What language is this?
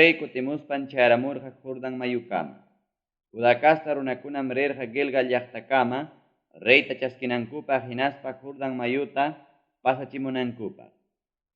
Ayacucho Quechua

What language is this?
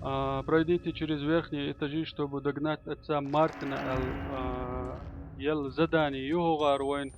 Chechen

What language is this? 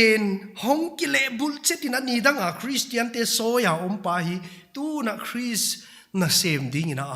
Paite Chin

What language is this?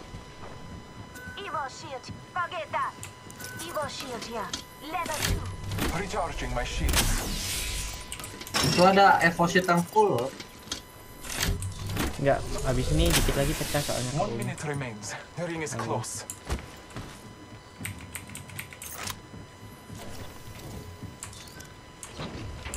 Indonesian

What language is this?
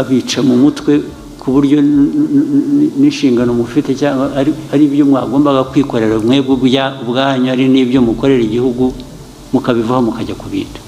Kinyarwanda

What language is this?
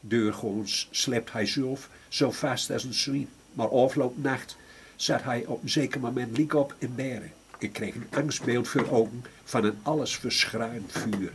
Gronings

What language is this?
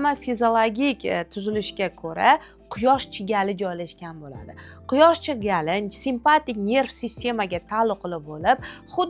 Uzbek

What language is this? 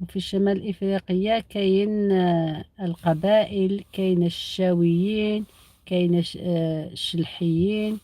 Algerian Arabic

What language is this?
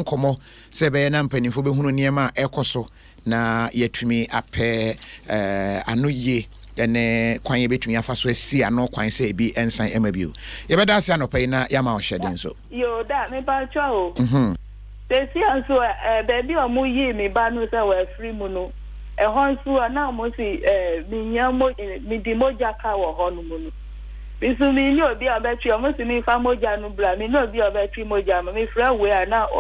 Akan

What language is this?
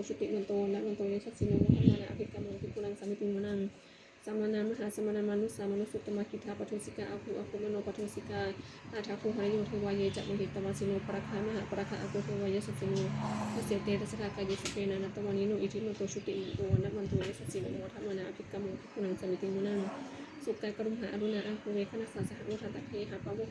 Pali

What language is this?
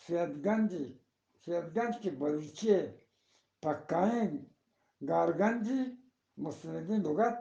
Eastern Balochi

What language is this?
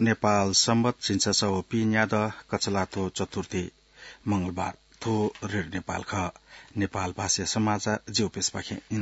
Newari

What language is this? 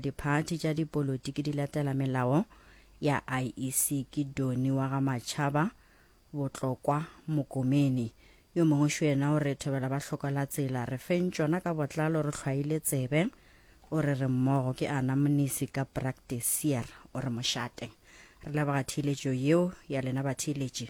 Northern Sotho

